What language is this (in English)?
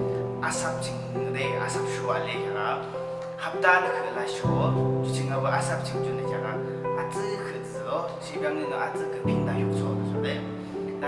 Yimchungru Naga